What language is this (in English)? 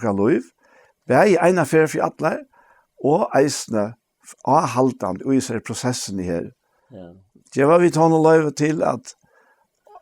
Faroese